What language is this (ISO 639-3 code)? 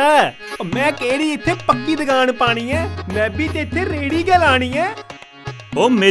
doi